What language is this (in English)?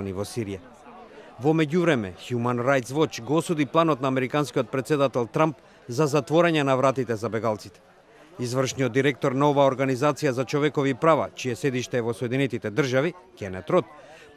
Macedonian